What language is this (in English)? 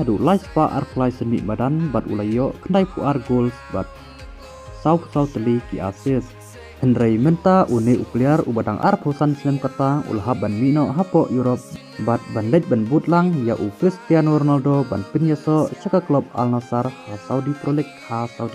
Khasi